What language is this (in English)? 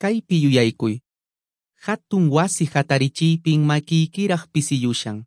Quechua